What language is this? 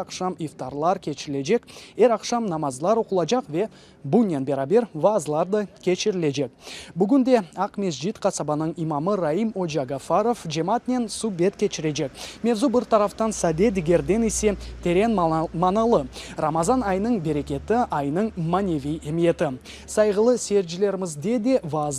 Crimean Tatar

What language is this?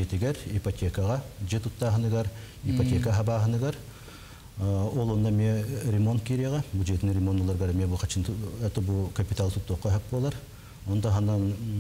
Yakut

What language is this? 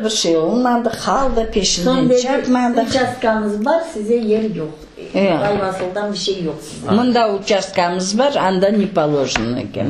Crimean Tatar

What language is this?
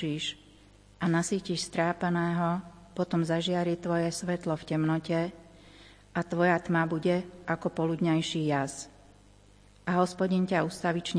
Slovak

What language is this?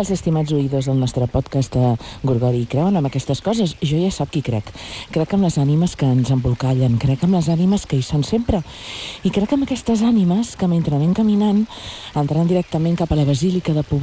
Catalan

